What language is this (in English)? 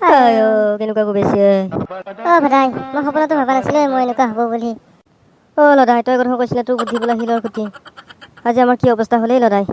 Assamese